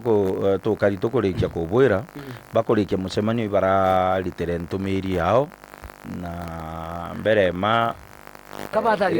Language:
Meru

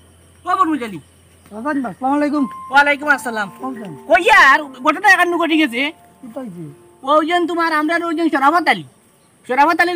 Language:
Sylheti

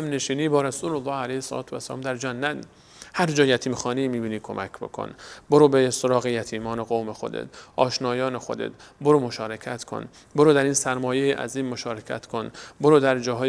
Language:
Persian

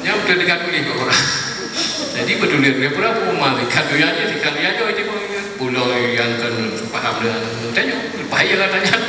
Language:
Achinese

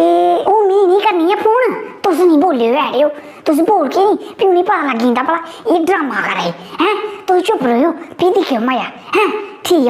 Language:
Dogri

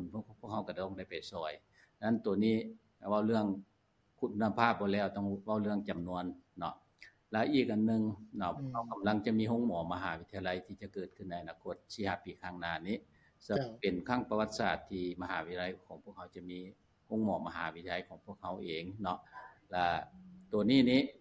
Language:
Lao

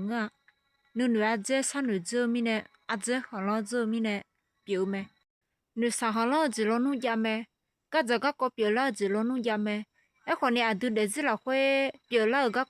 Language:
Akha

